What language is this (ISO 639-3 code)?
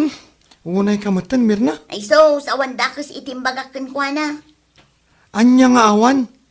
ilo